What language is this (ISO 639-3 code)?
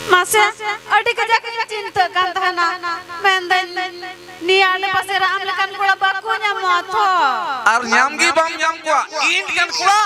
sat